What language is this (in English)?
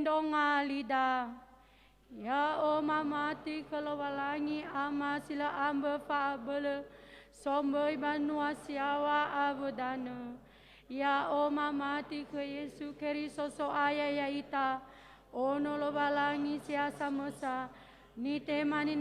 Nias